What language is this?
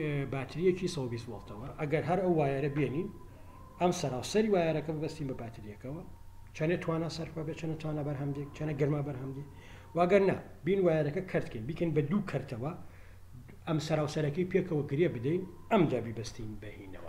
Central Kurdish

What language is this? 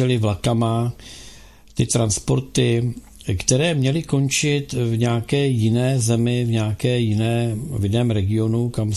Czech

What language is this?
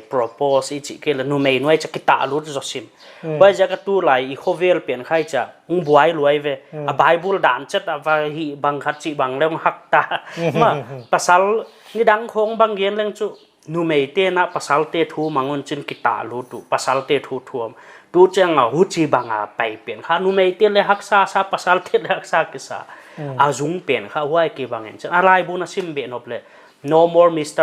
Paite Chin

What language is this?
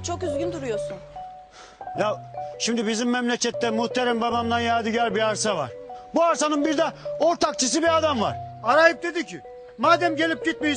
Turkish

